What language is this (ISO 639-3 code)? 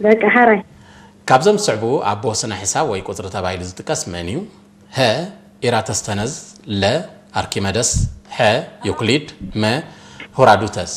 tir